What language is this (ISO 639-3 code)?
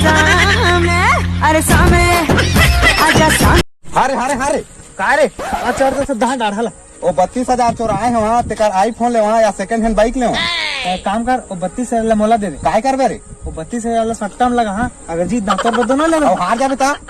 hne